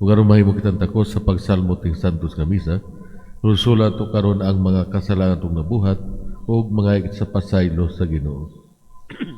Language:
Cebuano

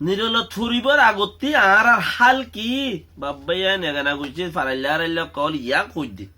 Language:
Rohingya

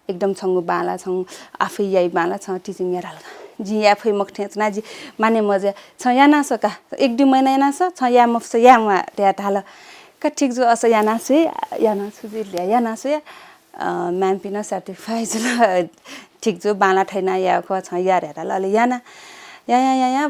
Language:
Newari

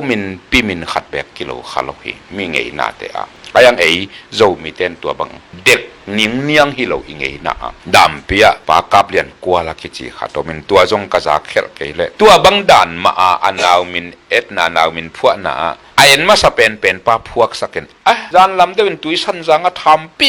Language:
Tedim Chin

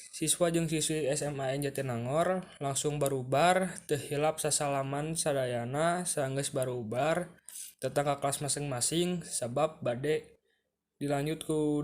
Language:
Sundanese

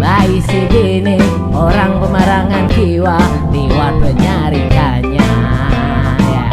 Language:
Banjar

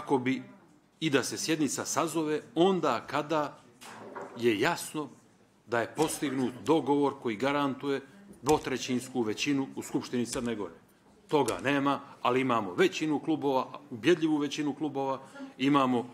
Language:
Bosnian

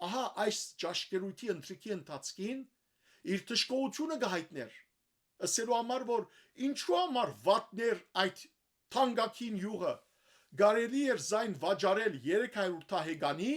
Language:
Western Armenian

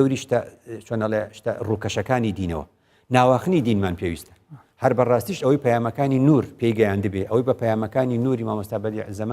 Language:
Central Kurdish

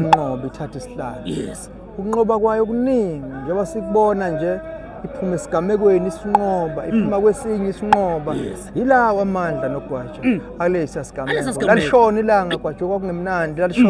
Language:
Zulu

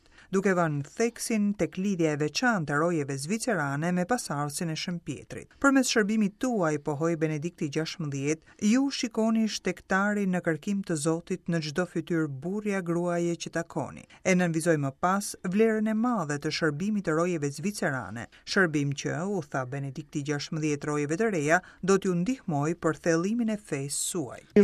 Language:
Albanian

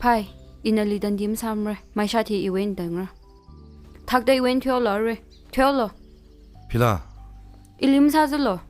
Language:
Tangkhul Naga (India)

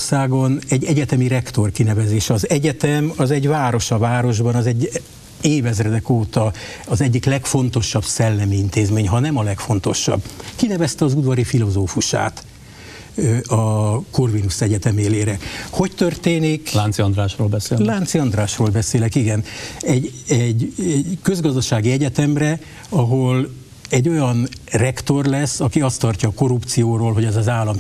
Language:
Hungarian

